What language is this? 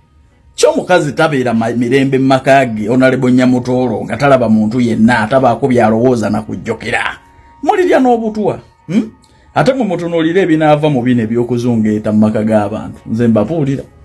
Ganda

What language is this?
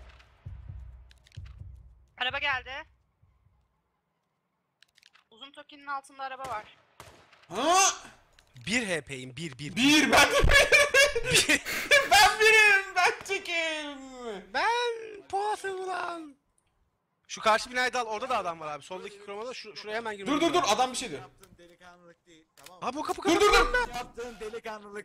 Turkish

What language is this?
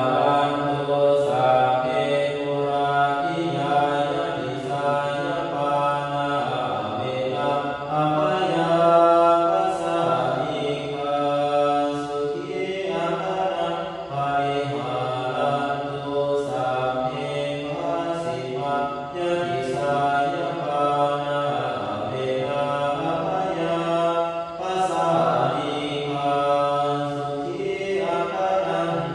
Pali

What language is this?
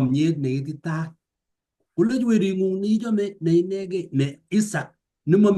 Kalenjin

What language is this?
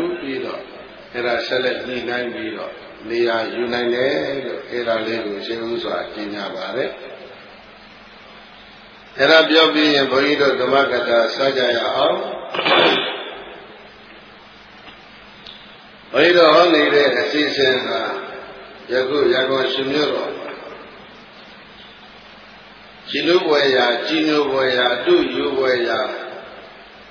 Burmese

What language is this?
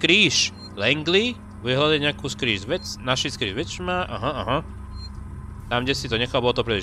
Slovak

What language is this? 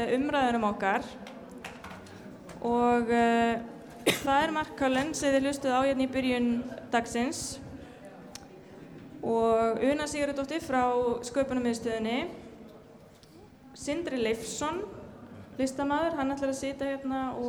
Icelandic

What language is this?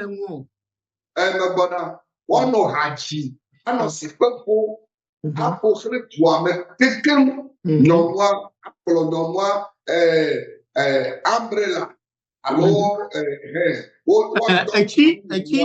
Ewe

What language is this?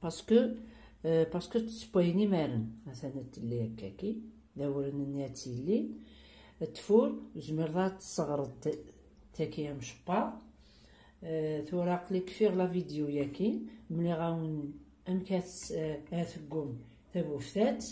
Kabyle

